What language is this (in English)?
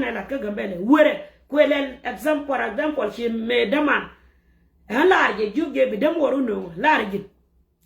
Nuer